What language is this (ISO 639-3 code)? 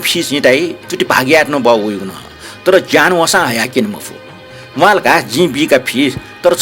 new